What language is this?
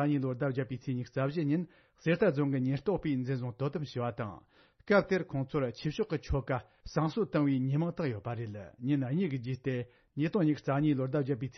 Tibetan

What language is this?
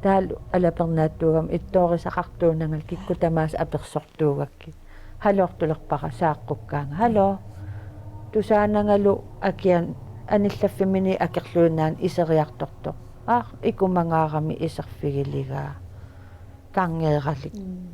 Kalaallisut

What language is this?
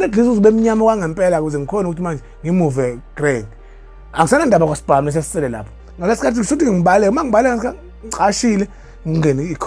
Zulu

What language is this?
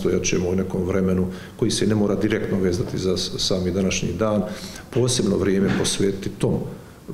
Croatian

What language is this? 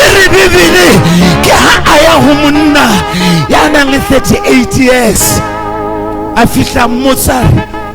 Southern Sotho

